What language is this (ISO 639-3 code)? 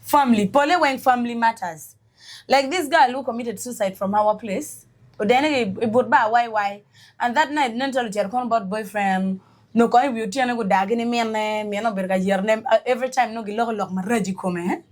ach